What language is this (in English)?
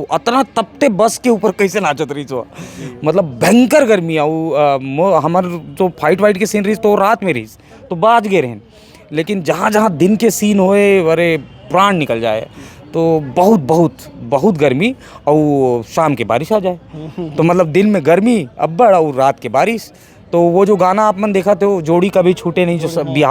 Chhattisgarhi